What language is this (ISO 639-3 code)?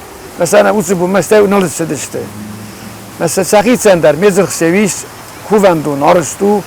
oss